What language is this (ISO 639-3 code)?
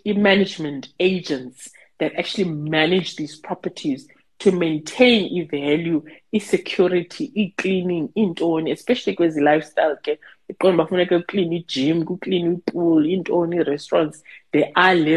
xho